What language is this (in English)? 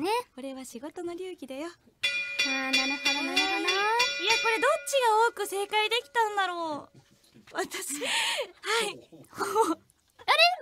Japanese